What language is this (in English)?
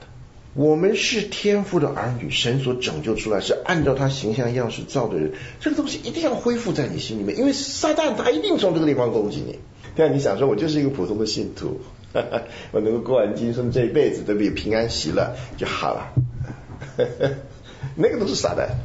Chinese